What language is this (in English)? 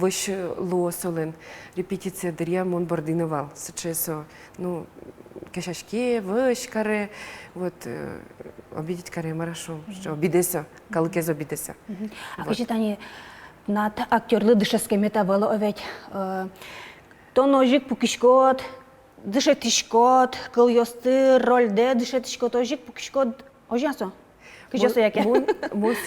Udmurt